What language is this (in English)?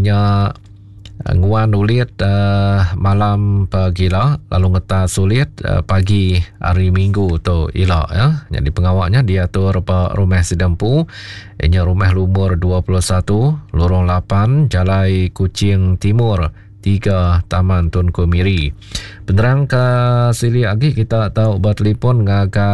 Iban